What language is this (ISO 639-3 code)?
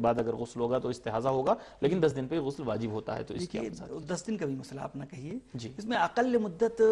urd